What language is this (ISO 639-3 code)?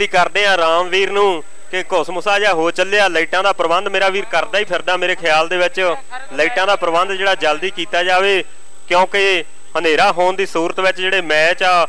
pan